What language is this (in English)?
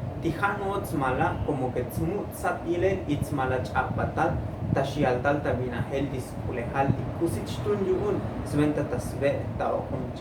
Tzotzil